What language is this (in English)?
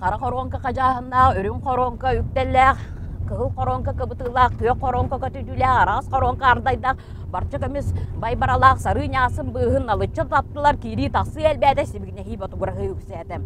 Yakut